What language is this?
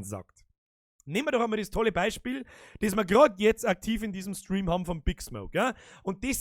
Bavarian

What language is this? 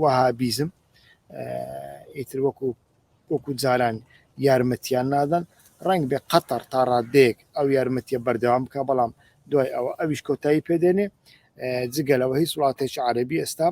Central Kurdish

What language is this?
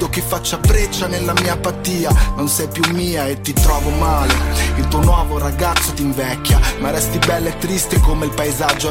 Italian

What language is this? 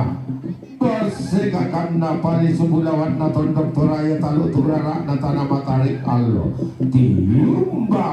Toraja-Sa'dan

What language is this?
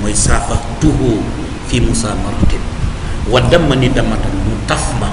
Wolof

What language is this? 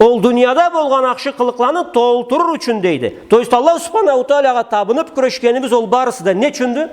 Karachay-Balkar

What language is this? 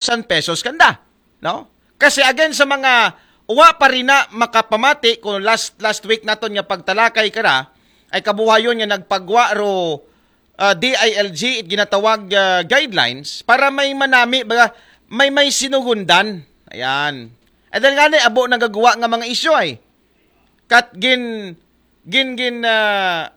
Aklanon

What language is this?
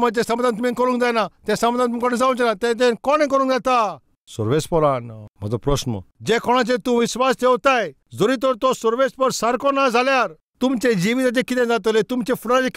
Konkani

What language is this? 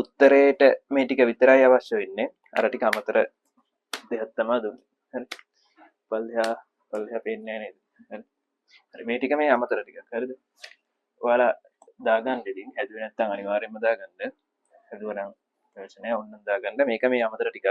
Sinhala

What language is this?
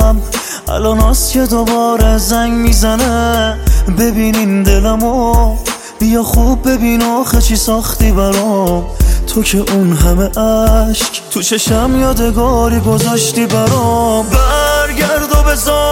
Persian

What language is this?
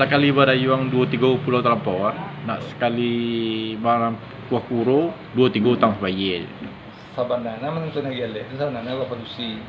Minangkabau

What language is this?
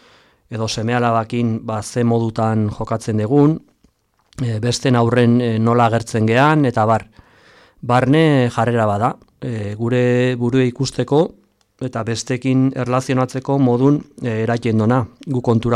Basque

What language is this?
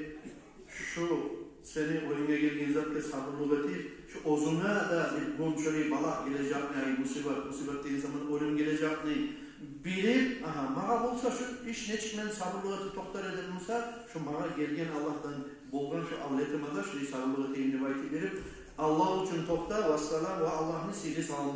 Kumyk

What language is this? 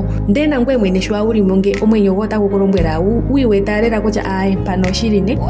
Ndonga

